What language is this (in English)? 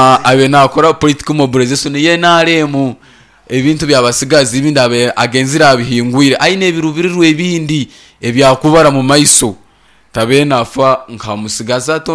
Nyankole